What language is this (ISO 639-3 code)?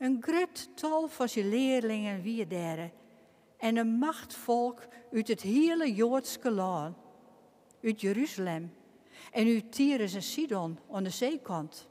fry